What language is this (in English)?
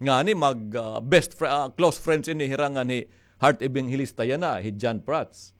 Waray